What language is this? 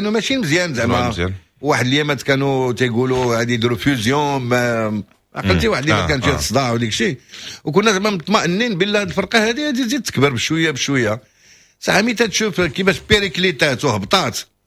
Moroccan Arabic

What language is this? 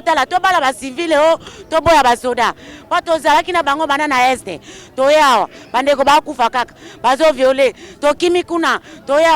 Lingala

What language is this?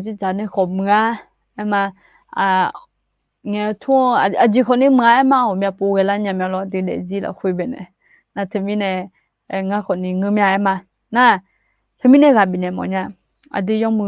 Akha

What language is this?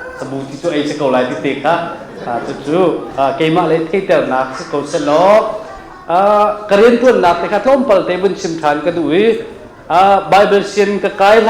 Hakha Chin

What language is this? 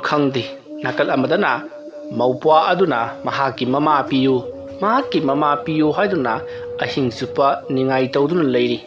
Manipuri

